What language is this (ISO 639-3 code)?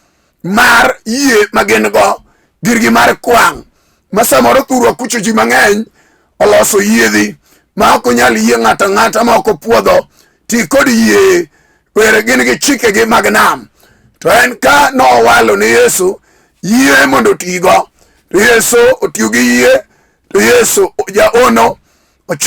luo